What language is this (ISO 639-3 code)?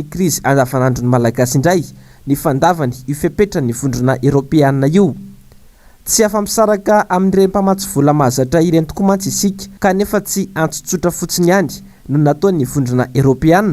mlg